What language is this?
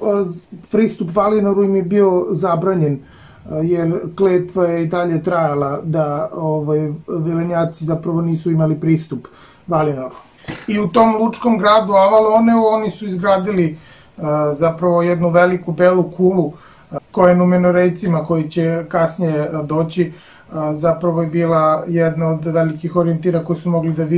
Serbian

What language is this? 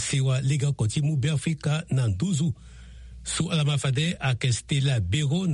Sango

